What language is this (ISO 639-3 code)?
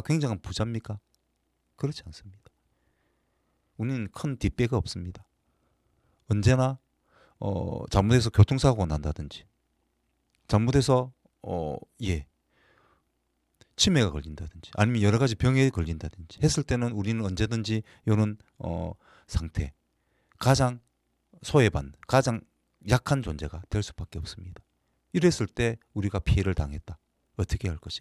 kor